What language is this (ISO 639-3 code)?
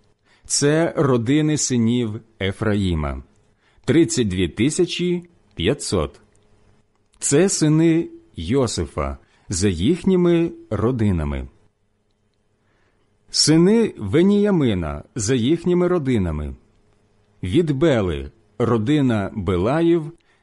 ukr